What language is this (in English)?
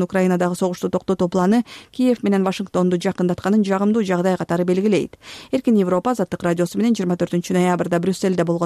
Kyrgyz